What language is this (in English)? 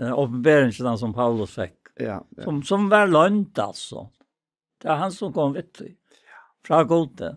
Faroese